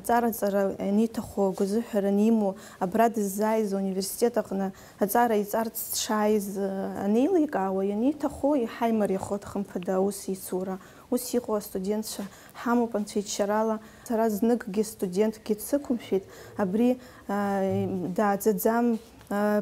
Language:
Abkhazian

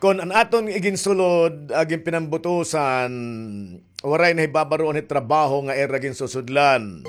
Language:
Waray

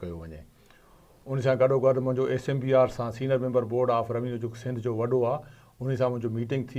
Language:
Sindhi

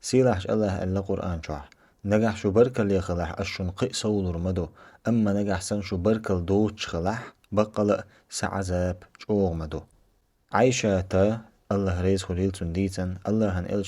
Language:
Chechen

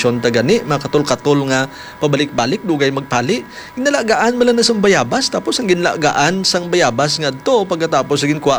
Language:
Hiligaynon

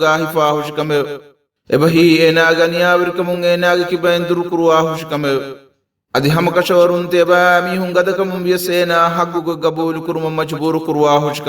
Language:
Divehi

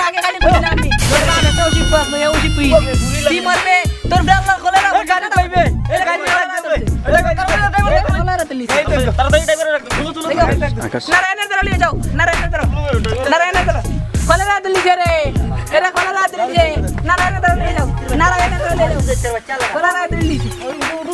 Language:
Sylheti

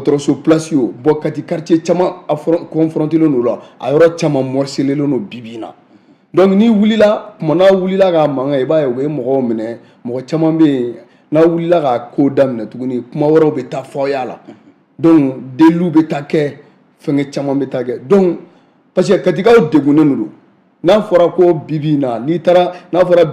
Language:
Bambara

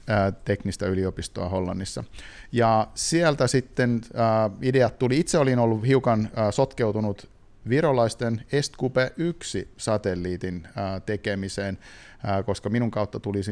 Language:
Finnish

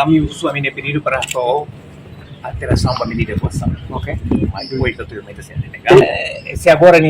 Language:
Tetum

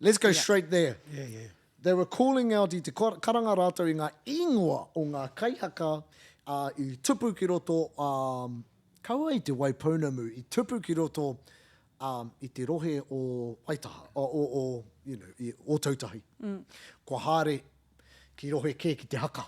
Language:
Māori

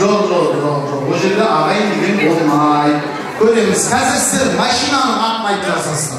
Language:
Kara-Kalpak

